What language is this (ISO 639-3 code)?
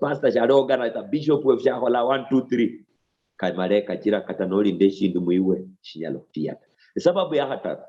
luy